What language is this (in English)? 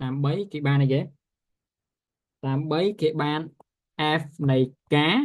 Khmer